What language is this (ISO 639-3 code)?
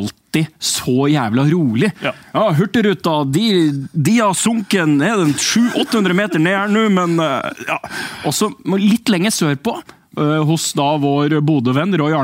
nor